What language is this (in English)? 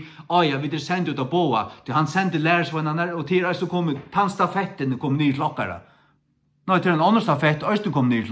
Faroese